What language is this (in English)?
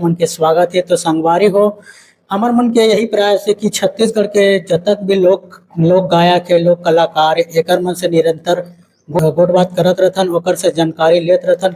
Chhattisgarhi